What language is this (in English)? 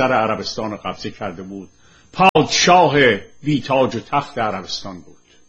Persian